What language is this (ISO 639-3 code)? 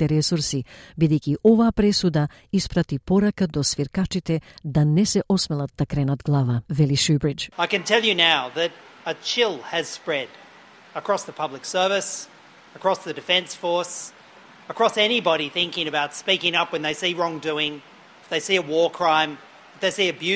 mkd